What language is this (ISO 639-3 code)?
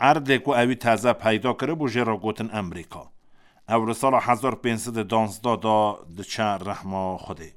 kur